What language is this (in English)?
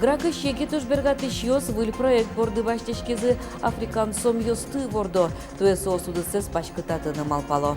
Udmurt